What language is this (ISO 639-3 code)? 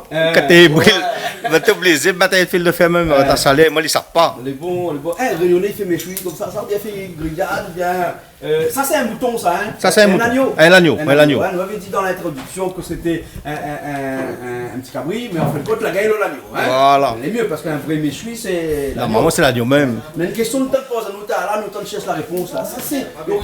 rcf